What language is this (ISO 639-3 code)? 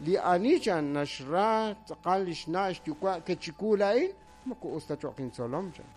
kek